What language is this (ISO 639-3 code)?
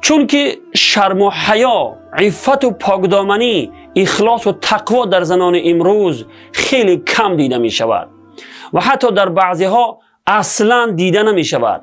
tgk